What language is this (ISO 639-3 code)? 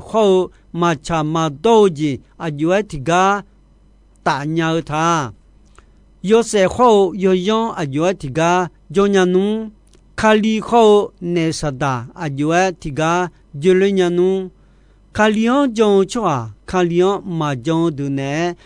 ahk